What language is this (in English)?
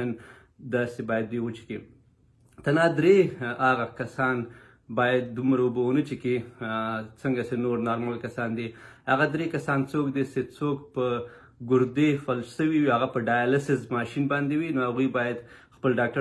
Pashto